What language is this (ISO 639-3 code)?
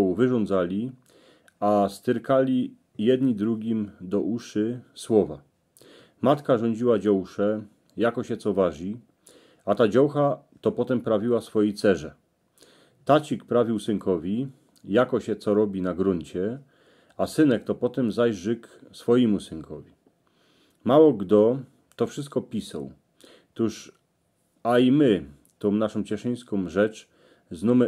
szl